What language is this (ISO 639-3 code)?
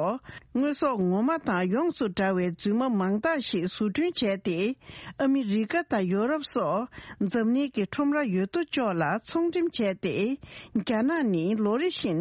bod